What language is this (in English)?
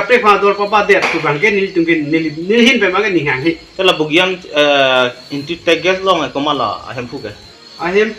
Karbi